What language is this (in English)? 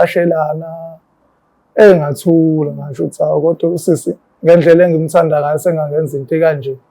Zulu